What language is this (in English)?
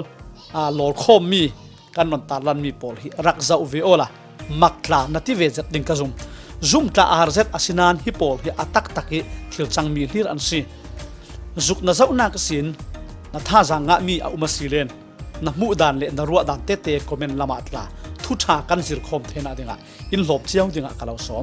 Falam Chin